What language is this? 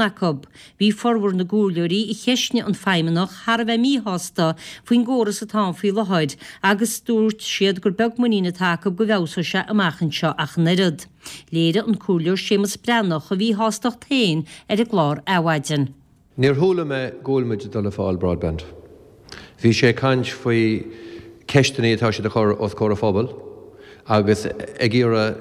Irish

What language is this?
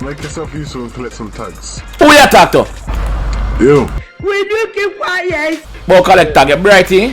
Jamaican Creole English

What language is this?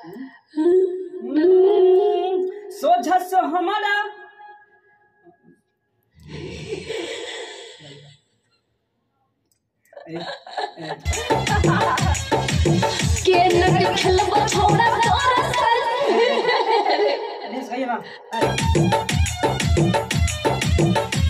Bhojpuri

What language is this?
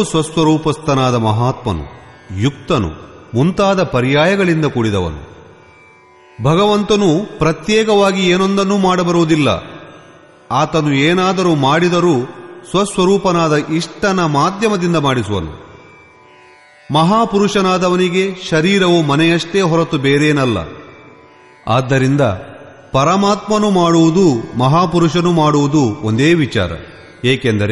Kannada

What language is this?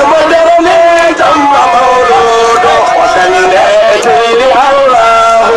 Fula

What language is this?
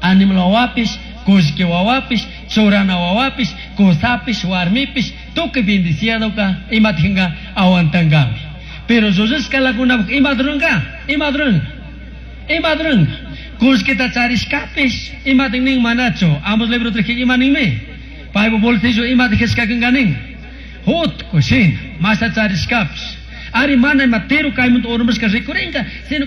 Chimborazo Highland Quichua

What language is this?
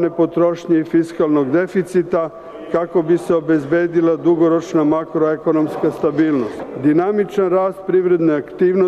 Serbian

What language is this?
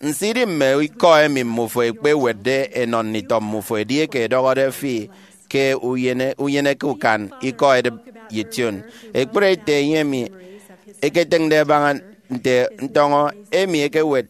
Efik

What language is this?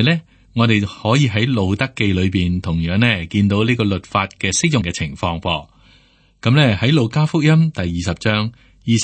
Cantonese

